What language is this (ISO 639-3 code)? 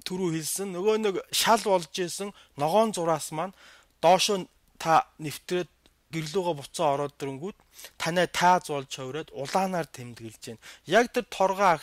mon